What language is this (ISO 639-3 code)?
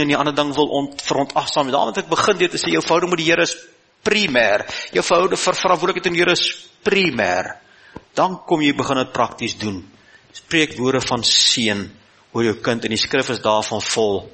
afr